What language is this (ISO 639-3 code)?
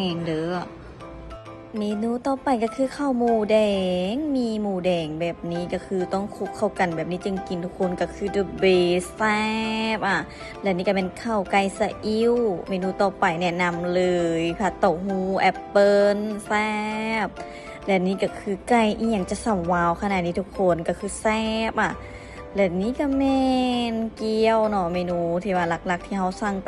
lao